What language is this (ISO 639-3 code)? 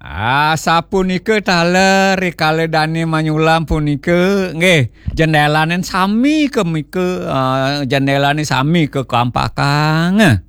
ban